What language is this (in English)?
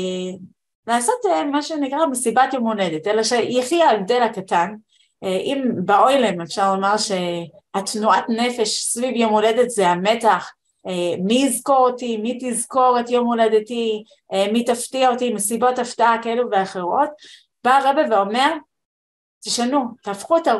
Hebrew